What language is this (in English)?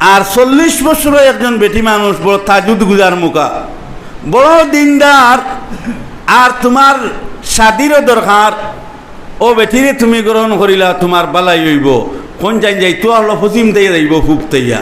Sylheti